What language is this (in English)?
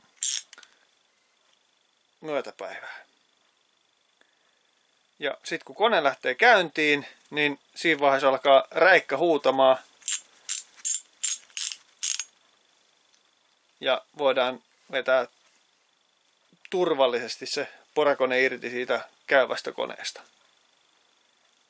Finnish